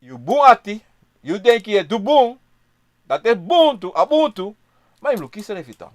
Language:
Sranan Tongo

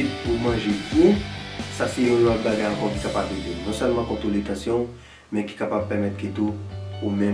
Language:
Haitian Creole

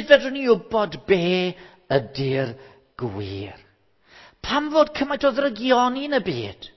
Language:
Welsh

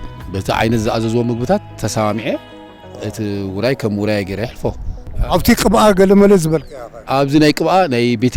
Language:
Tigrinya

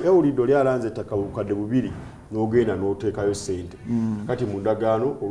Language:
Ganda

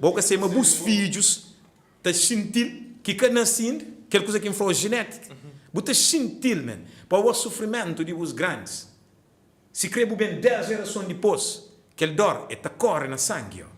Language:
Kabuverdianu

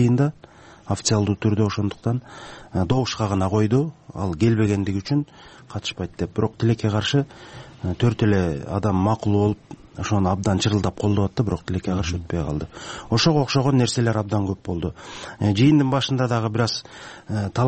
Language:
Kyrgyz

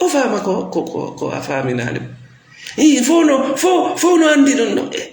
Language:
Fula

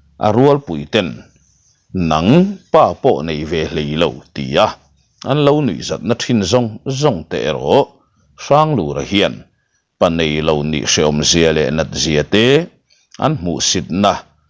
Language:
Mizo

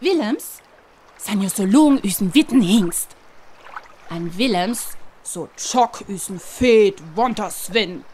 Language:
Northern Frisian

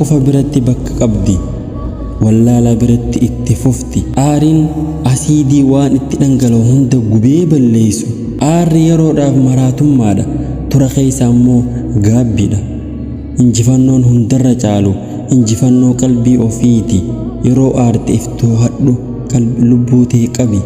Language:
Oromo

